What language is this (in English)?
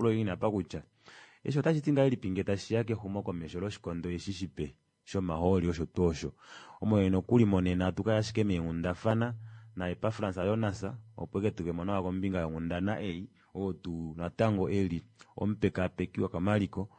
Kuanyama